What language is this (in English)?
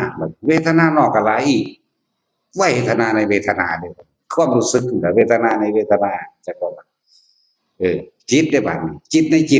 Northeastern Thai